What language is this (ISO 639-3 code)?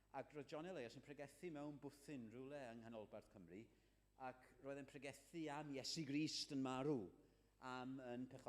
cym